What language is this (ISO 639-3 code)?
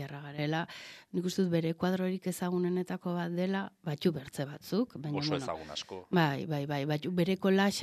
eus